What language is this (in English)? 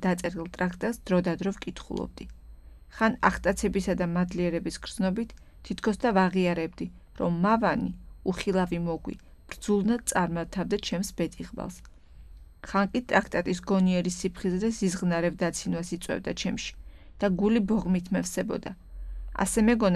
Georgian